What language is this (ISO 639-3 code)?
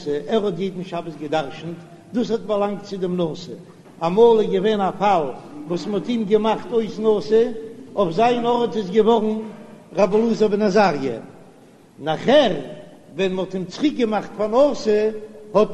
yid